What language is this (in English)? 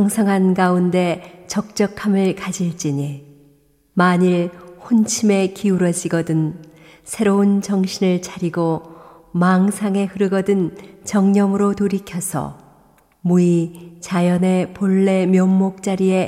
Korean